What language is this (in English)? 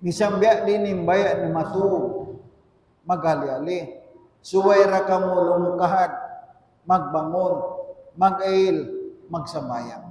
Tausug